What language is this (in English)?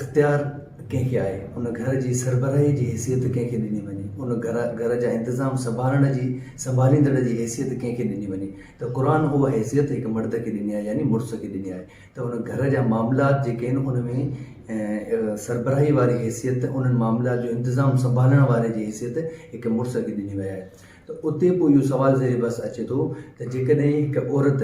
Sindhi